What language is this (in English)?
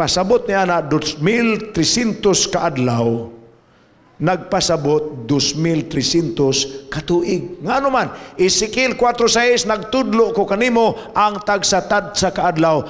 Cebuano